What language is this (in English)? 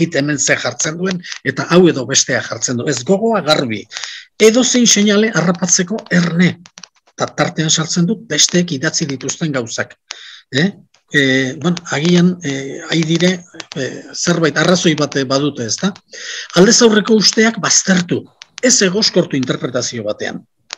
Basque